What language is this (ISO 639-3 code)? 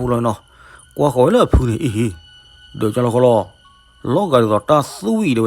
ksw